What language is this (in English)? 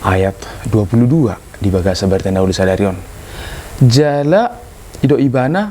Batak Toba